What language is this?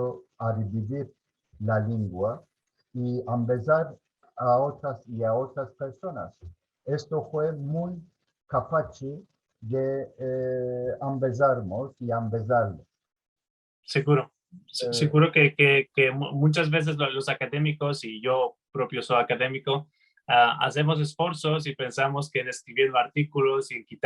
Ladino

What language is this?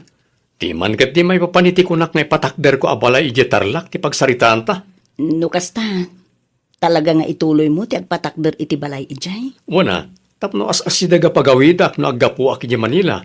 Iloko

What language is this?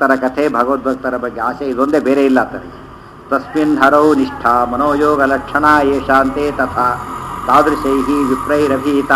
Kannada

